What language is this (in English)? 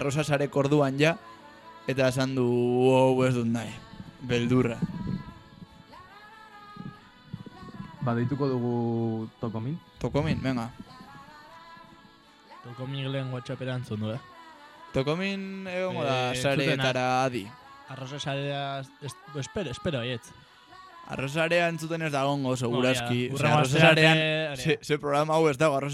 Basque